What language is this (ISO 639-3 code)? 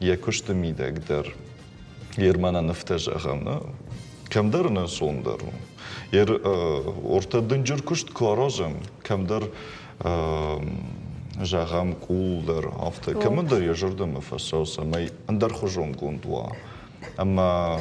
oss